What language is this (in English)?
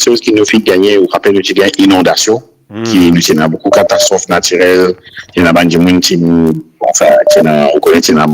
Morisyen